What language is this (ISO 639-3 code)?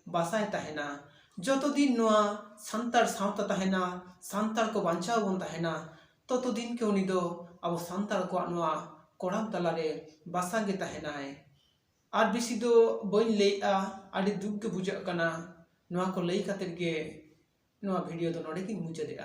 sat